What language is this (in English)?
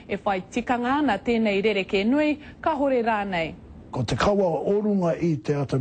Māori